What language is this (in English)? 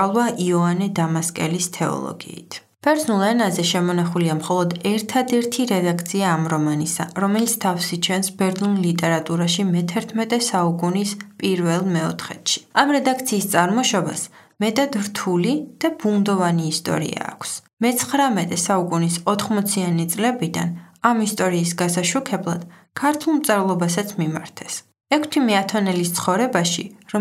Georgian